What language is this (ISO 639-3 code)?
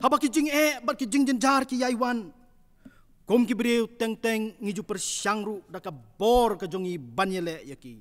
kha